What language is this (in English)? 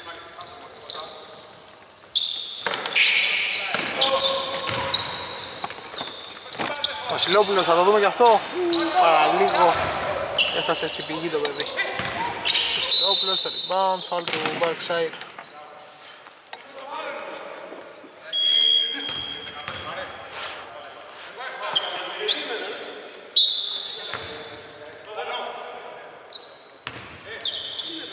Greek